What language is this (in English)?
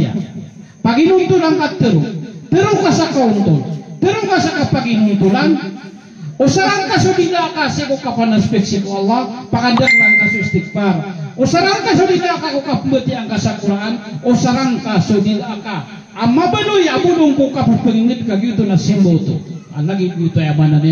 Maranao